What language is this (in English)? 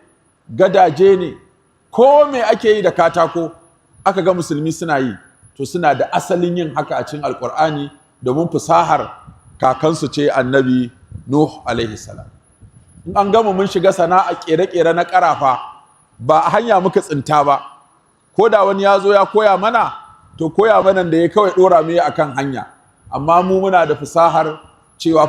Hausa